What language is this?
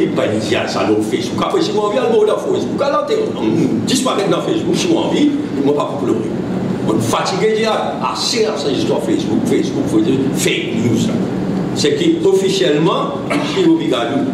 Morisyen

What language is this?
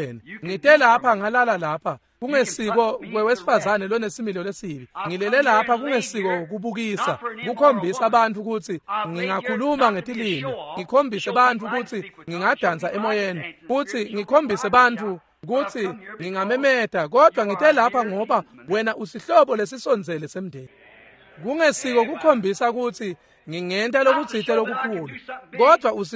Swati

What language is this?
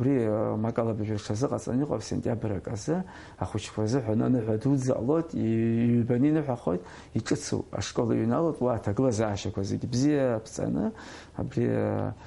Abkhazian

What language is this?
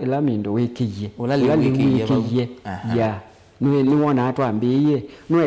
Kamba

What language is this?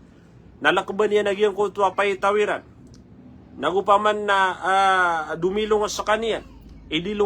Maranao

